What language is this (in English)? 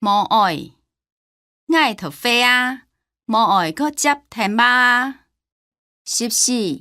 Hakka Chinese